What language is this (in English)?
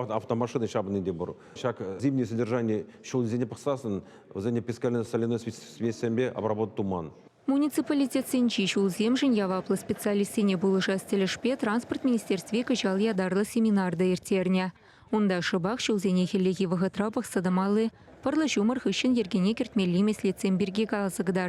Chuvash